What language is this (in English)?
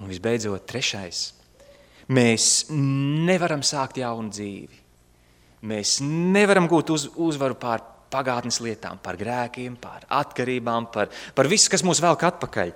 Latvian